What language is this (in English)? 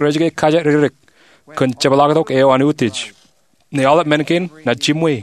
Marshallese